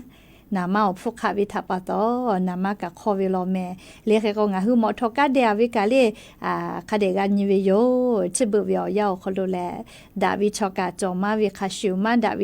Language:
Lahu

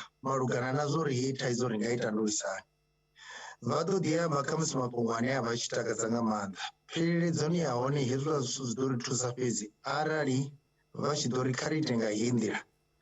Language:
Venda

